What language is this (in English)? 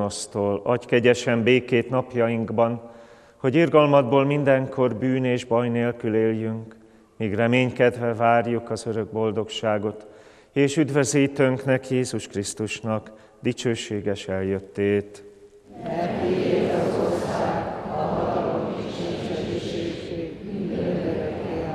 Hungarian